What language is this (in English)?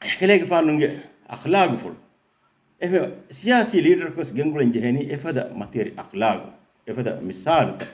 Divehi